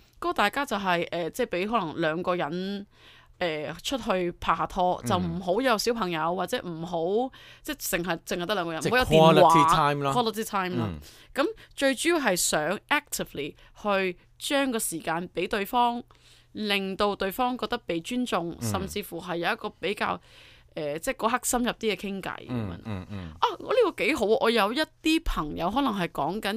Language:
Cantonese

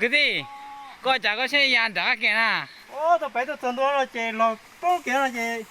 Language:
Hmong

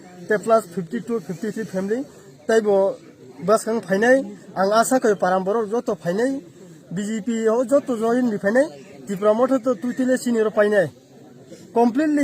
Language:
Kok Borok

